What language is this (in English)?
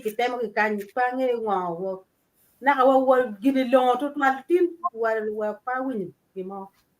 Acoli